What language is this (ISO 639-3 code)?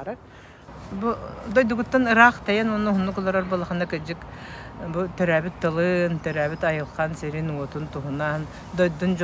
sah